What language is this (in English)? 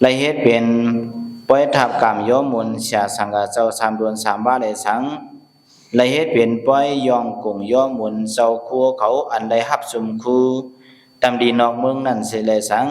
Shan